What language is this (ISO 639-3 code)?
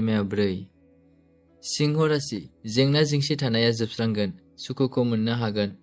brx